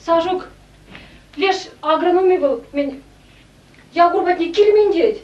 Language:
Chuvash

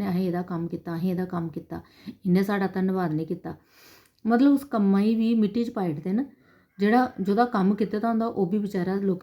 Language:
Dogri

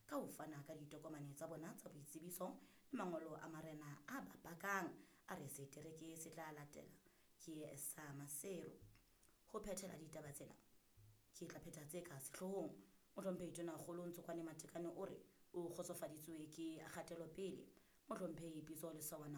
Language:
Southern Sotho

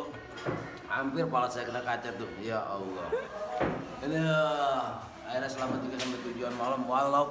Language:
Betawi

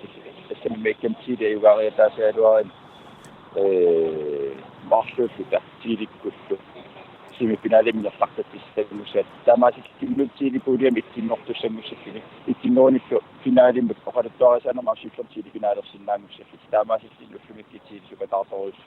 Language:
Kalaallisut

